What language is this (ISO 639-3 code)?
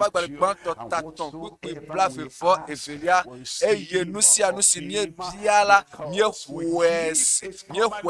ewe